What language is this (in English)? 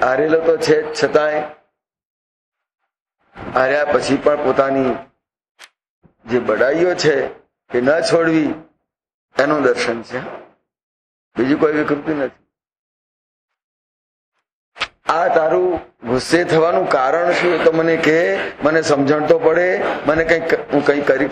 Gujarati